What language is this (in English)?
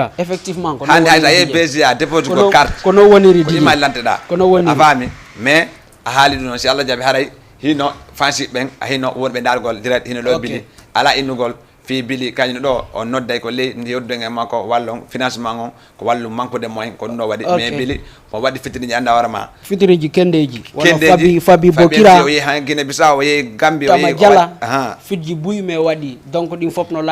Fula